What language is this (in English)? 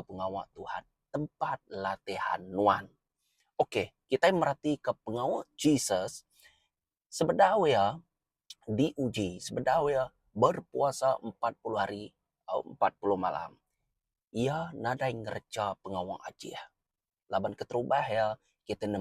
Iban